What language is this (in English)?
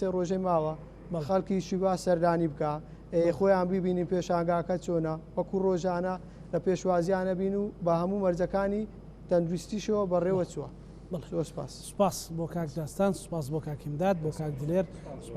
Central Kurdish